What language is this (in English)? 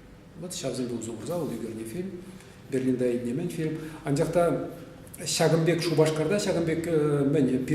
Chuvash